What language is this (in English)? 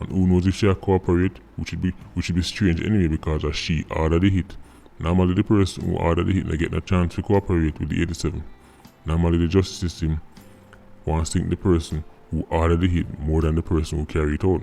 Jamaican Creole English